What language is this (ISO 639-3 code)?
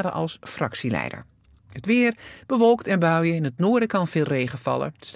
nld